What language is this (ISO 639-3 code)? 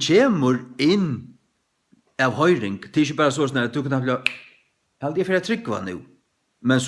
fao